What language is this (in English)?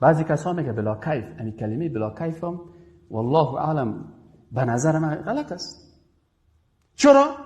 Persian